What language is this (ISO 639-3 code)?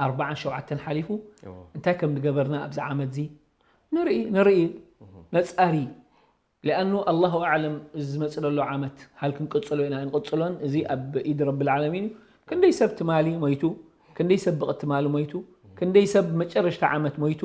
tir